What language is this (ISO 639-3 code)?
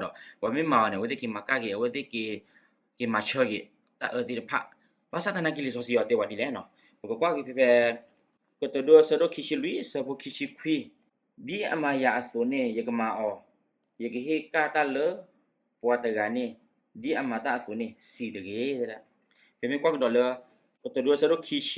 ksw